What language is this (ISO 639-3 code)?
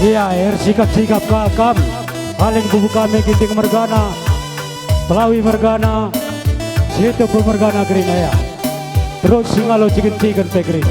btx